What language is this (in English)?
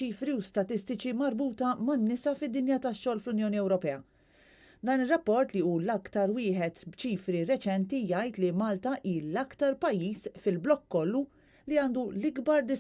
Maltese